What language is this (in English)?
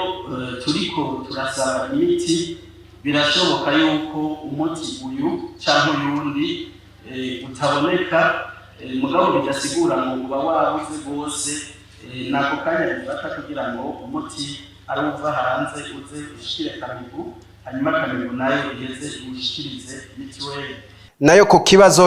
Rundi